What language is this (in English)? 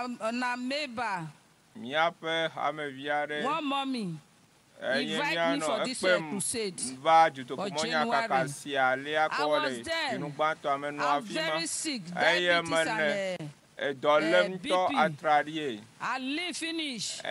Ewe